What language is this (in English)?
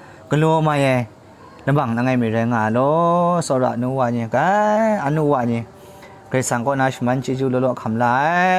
Kachin